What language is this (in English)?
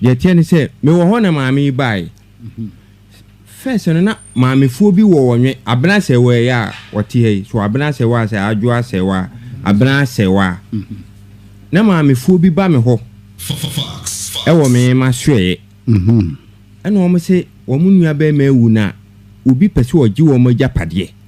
Akan